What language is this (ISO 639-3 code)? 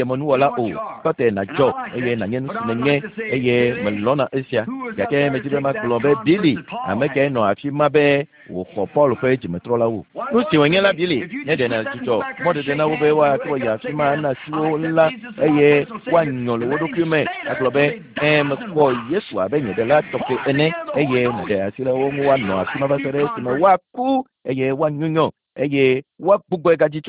ewe